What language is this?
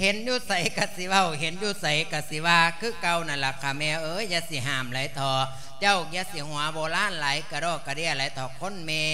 Lao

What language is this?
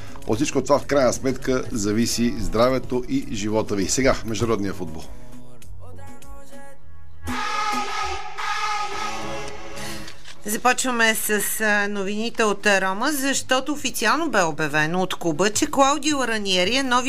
Bulgarian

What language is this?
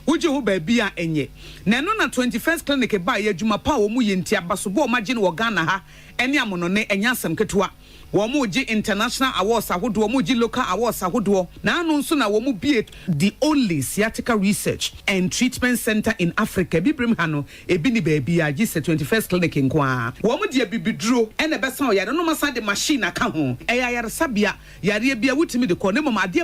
Akan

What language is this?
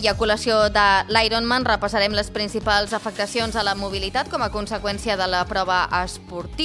Catalan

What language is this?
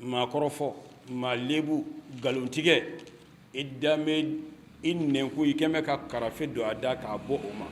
Bambara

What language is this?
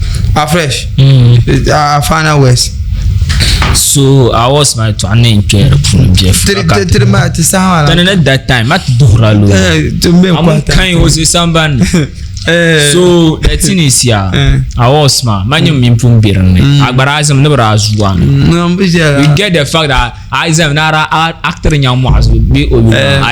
Dagbani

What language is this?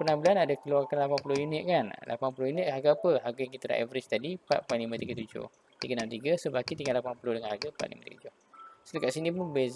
Malay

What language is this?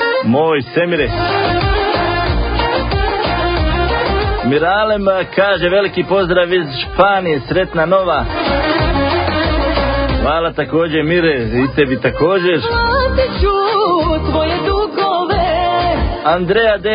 Bosnian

